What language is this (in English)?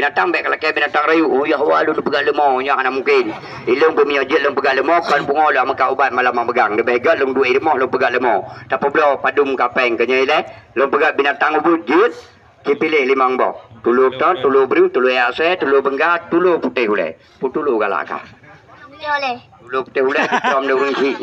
Achinese